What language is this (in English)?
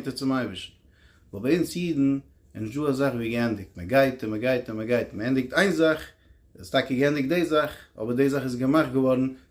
Yiddish